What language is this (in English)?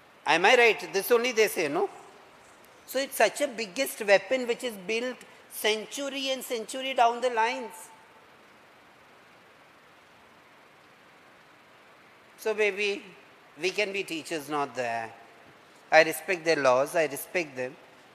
English